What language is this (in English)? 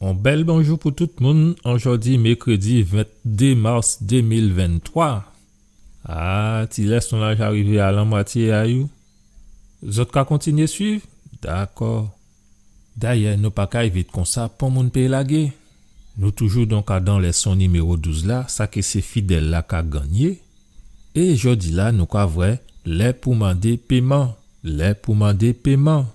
Guadeloupean Creole French